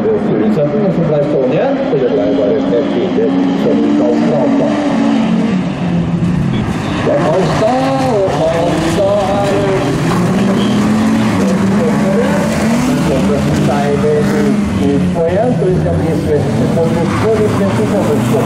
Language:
Norwegian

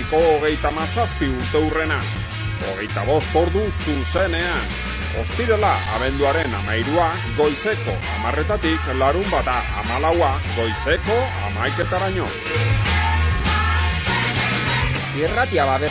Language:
Basque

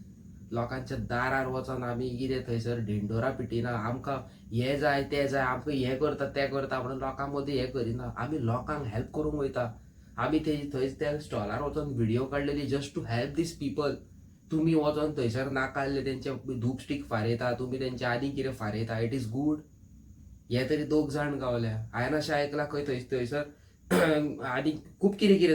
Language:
Konkani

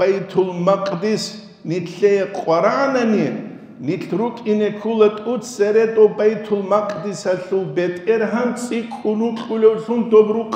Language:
Avaric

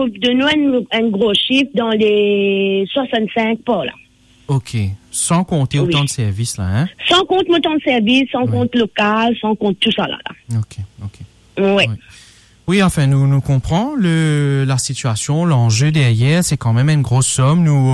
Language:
Morisyen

